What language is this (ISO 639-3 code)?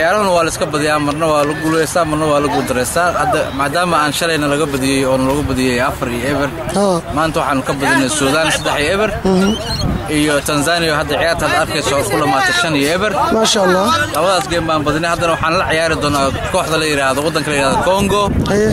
som